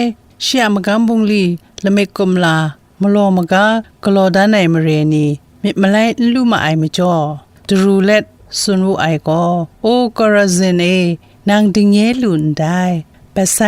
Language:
Kachin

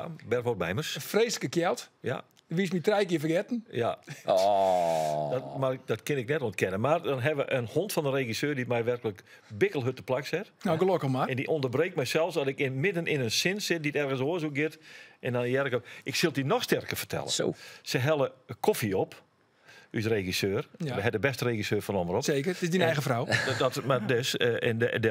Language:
Western Frisian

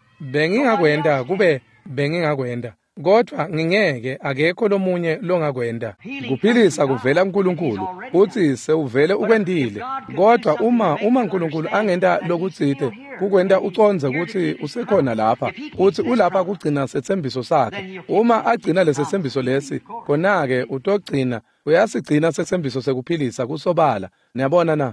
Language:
Swati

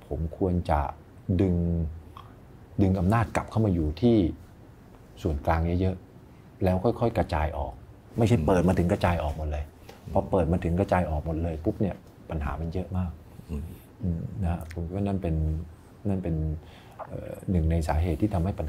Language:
Thai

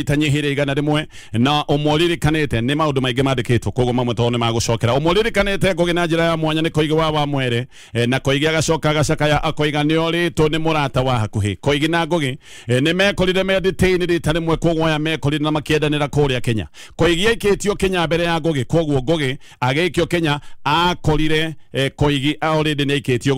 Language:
Kikuyu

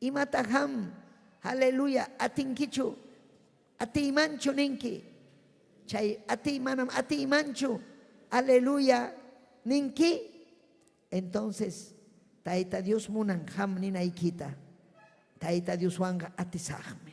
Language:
Ayacucho Quechua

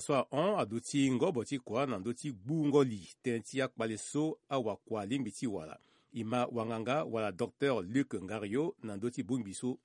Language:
Sango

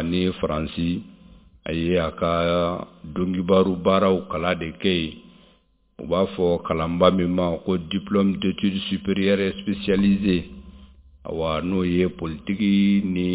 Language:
Bambara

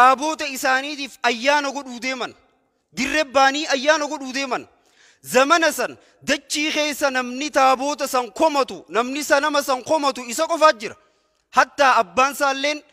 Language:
Oromo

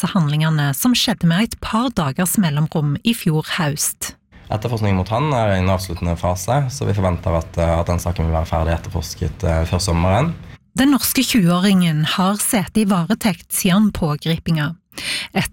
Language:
Norwegian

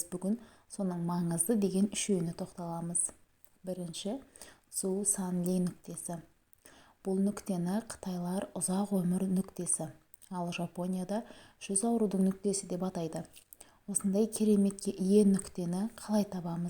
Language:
Kazakh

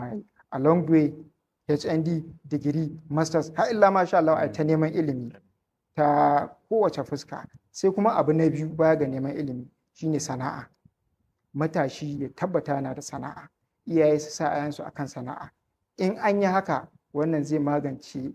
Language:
Hausa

